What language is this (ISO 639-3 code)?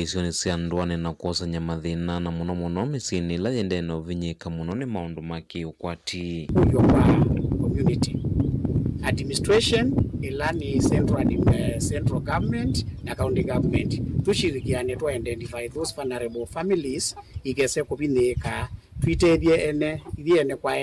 kam